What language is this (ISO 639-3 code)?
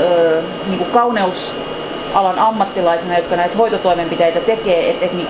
fin